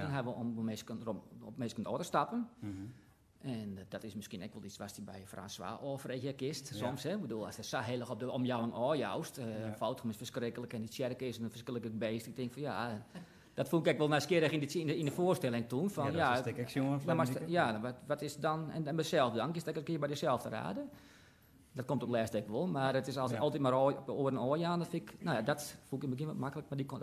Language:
Western Frisian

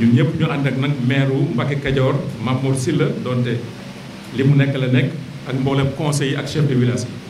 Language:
Wolof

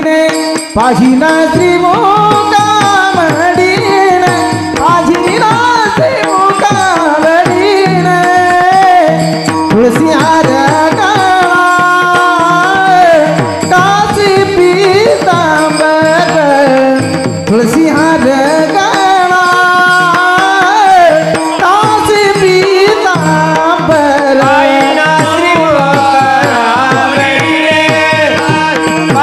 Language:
Marathi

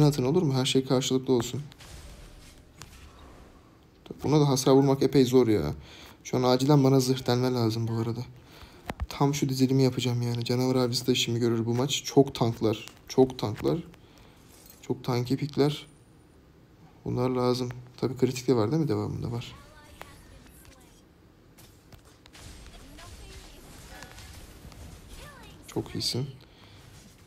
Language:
Turkish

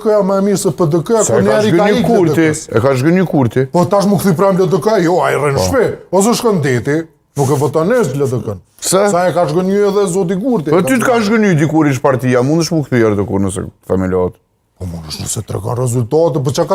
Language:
Albanian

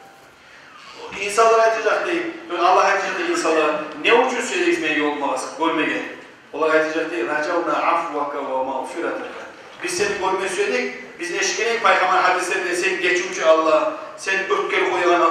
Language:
Kumyk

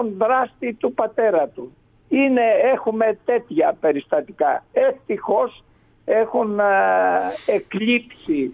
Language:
Greek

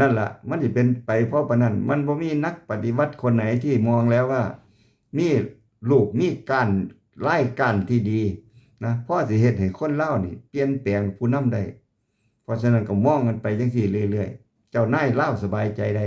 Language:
Lao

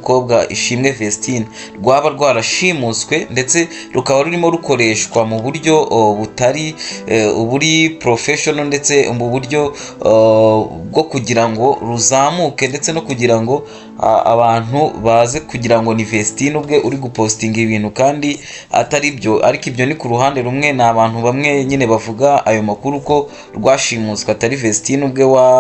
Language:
Kinyarwanda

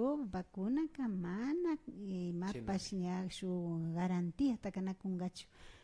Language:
Imbabura Highland Quichua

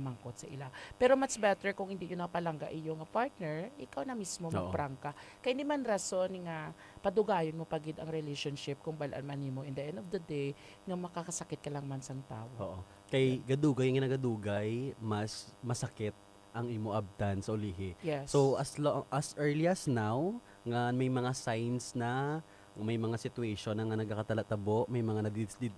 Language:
Hiligaynon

